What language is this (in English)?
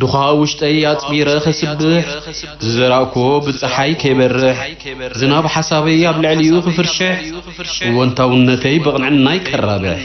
Tigrinya